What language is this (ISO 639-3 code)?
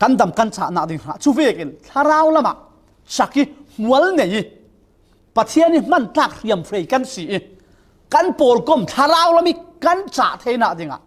cfm